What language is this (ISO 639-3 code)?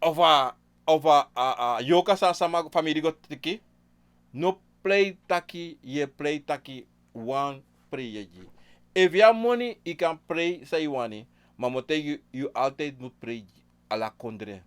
srn